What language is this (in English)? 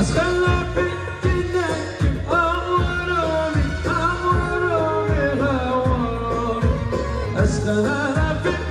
Kurdish